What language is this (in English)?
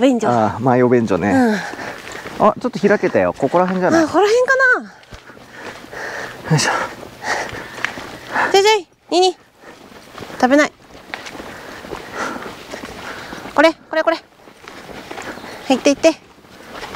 Japanese